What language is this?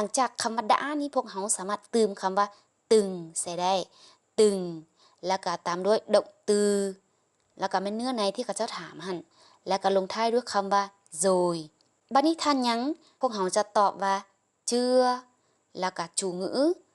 Lao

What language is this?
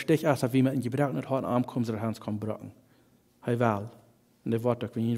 Plautdietsch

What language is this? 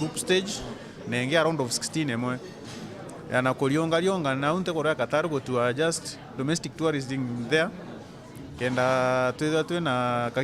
Meru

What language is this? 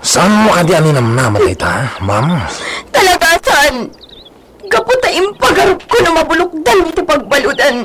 Iloko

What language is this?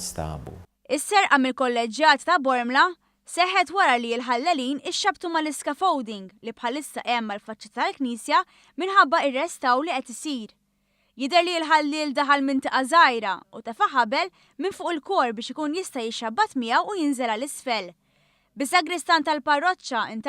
Maltese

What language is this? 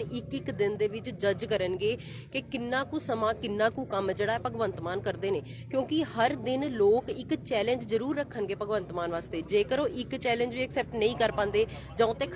Punjabi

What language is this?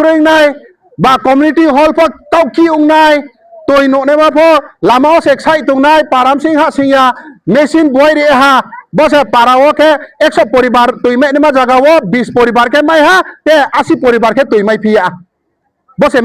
Riang (India)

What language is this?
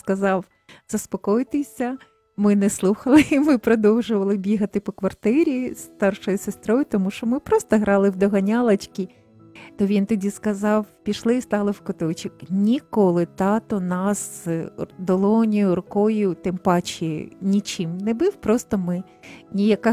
Ukrainian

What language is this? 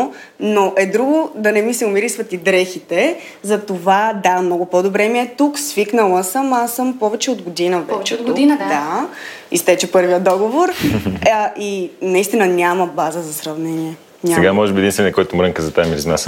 Bulgarian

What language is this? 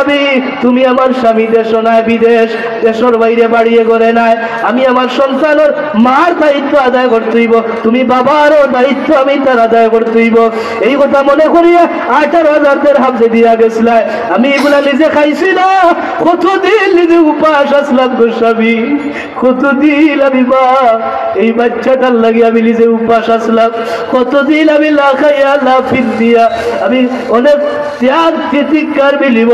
Sylheti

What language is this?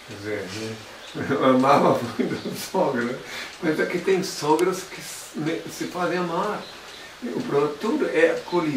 Portuguese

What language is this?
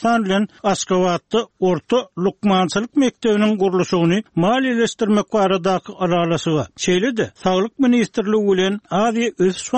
Turkmen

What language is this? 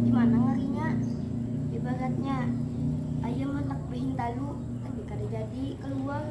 Banjar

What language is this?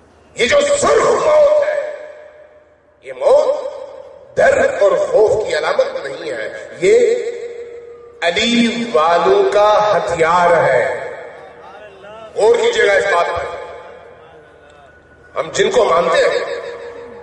Urdu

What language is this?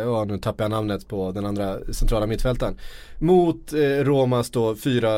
Swedish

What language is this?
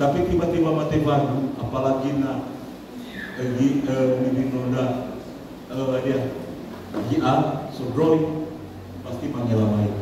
Nias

